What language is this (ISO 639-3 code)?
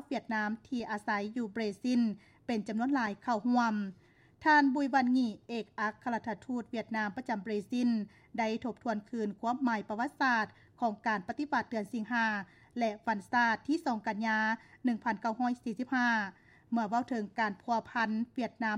lao